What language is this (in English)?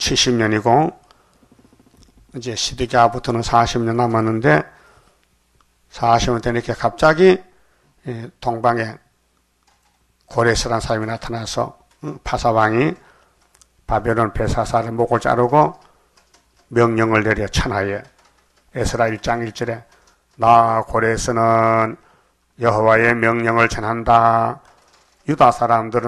Korean